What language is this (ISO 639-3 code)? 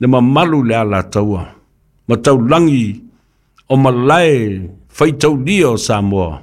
smo